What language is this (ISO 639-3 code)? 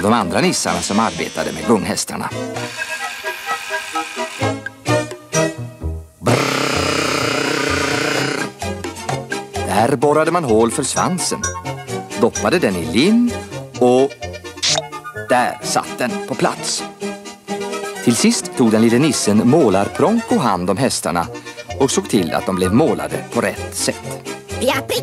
swe